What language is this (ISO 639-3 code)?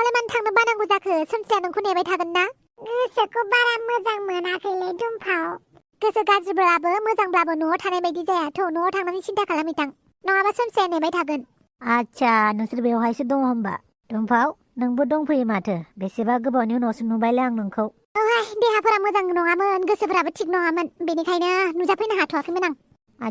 brx